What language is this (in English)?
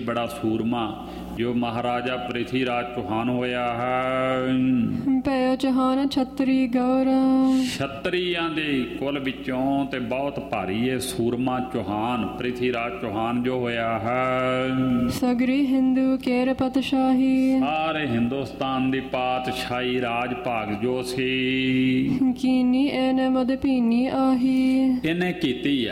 Punjabi